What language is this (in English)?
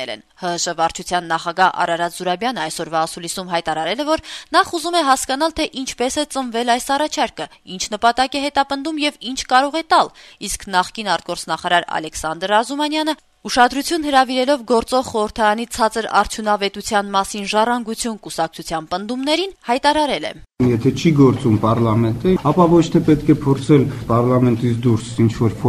Armenian